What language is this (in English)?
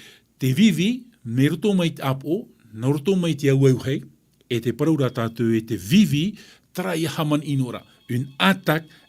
Tahitian